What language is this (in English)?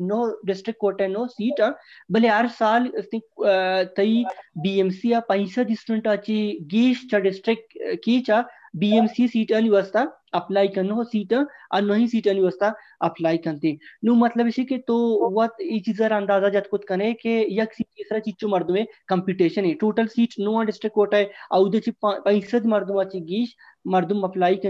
Baluchi